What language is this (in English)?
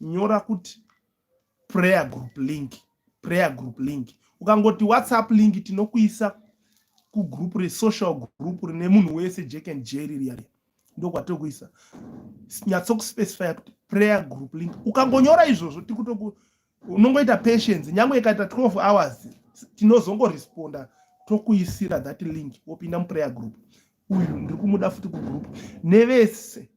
Shona